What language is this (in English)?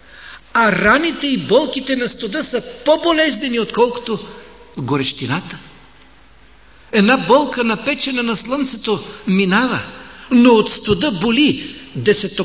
Bulgarian